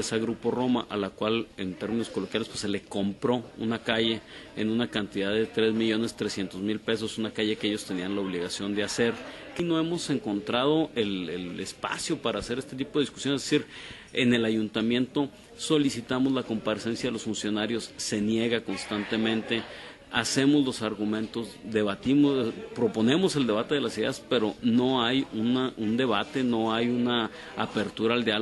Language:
Spanish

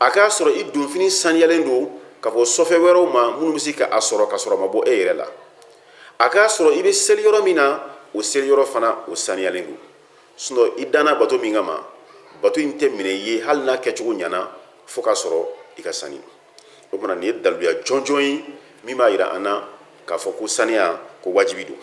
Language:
Bambara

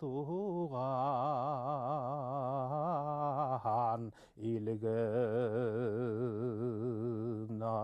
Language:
Bashkir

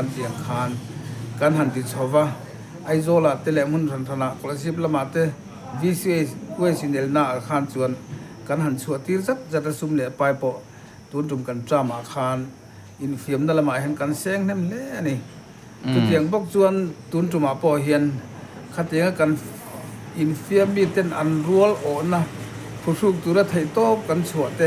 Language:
Mizo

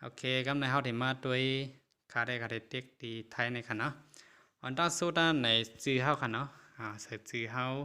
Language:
Shan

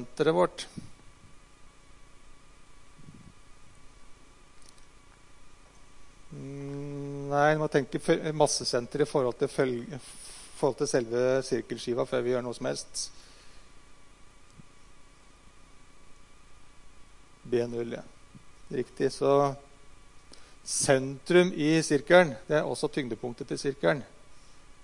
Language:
Norwegian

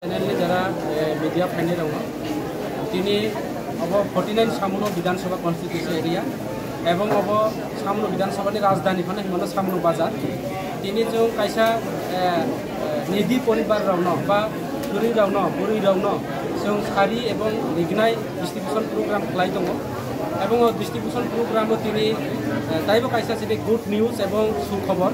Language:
Kok Borok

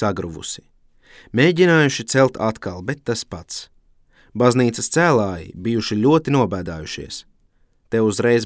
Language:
Latvian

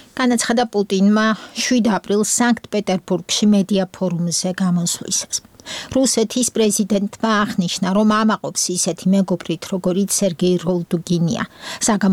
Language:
Georgian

